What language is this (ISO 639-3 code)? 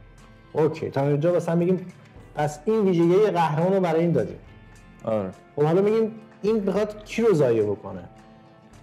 fas